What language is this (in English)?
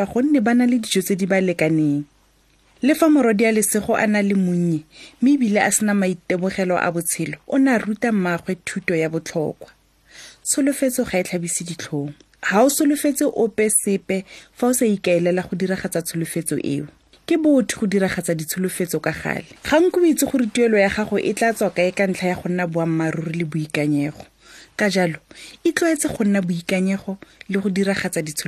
Tswana